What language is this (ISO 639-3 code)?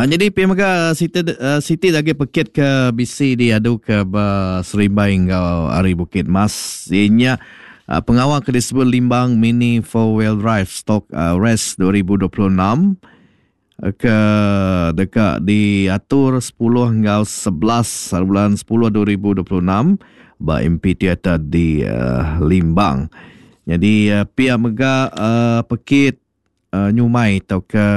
iba